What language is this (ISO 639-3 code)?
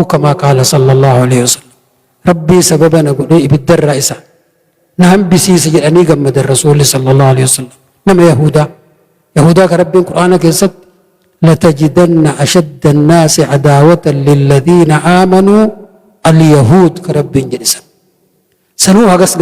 orm